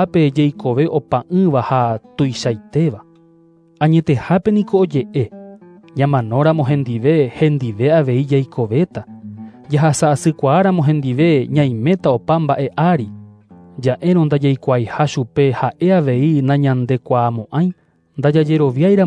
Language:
Guarani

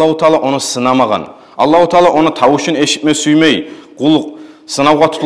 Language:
Kumyk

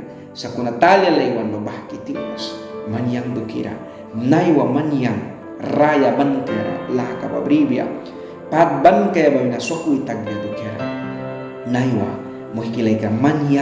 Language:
Mískito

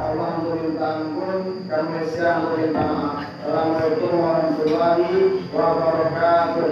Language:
Minangkabau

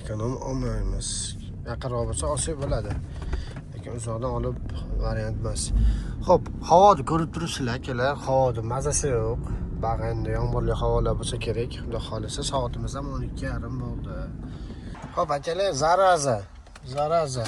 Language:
Uzbek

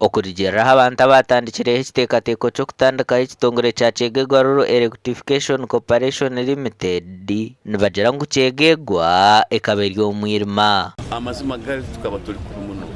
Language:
Nyankole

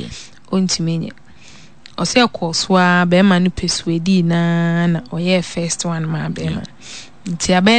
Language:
Akan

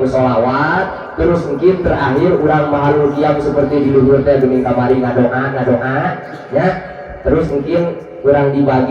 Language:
Sundanese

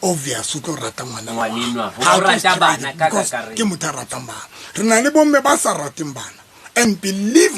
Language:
Southern Sotho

